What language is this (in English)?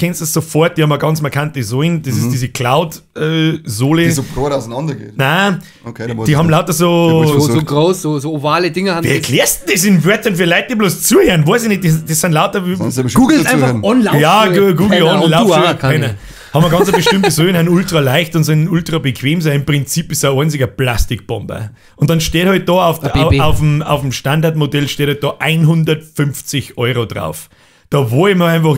Bavarian